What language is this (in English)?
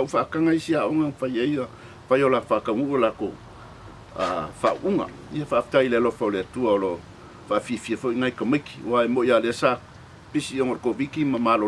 Samoan